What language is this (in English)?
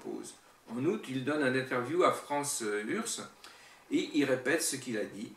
French